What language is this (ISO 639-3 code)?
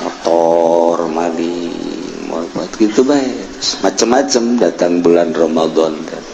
sun